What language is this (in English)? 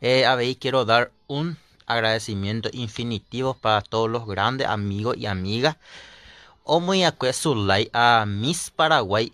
Guarani